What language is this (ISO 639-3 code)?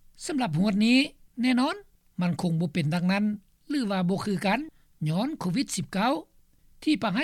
lao